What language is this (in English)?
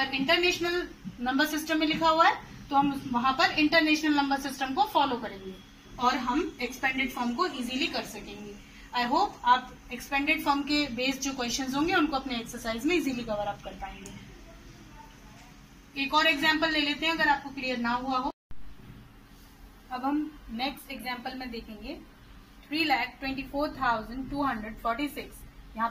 Hindi